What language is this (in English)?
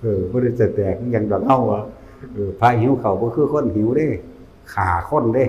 Northeastern Thai